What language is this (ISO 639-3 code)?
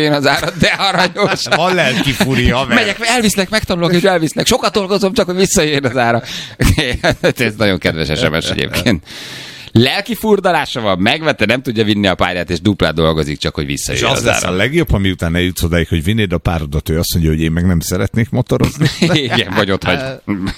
hun